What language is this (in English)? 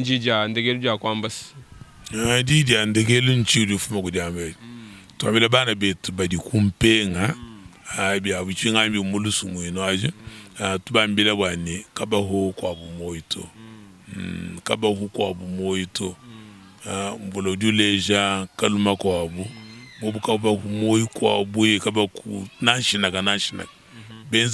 Luba-Lulua